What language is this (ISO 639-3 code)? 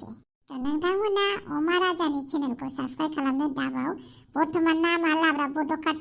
brx